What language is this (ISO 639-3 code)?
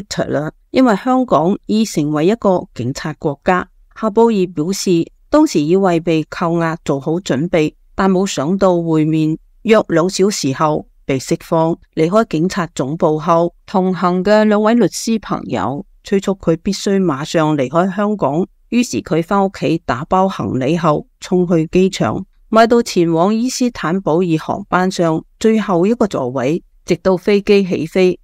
yue